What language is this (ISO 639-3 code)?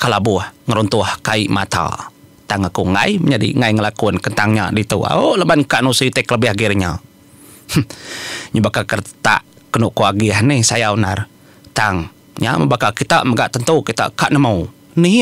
iba